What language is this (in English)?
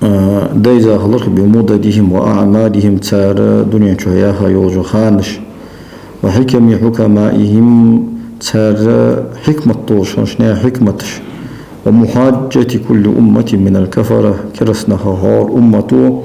Ingush